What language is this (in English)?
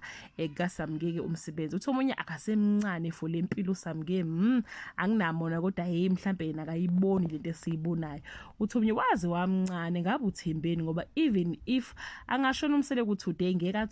Zulu